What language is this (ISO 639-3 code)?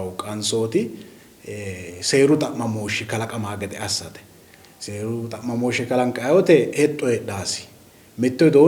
sid